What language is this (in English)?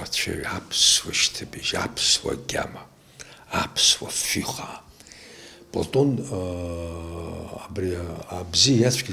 Abkhazian